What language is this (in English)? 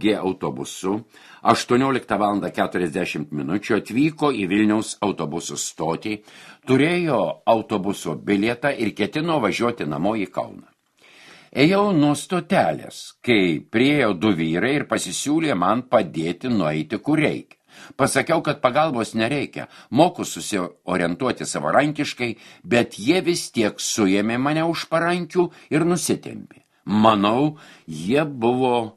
Lithuanian